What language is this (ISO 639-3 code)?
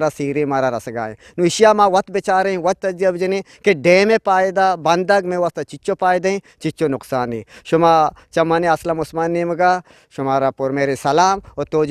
bgp